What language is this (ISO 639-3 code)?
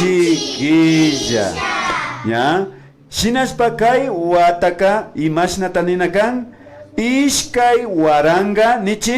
qvi